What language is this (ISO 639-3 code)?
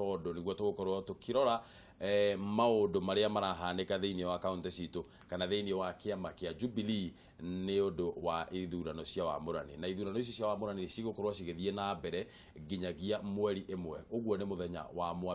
kik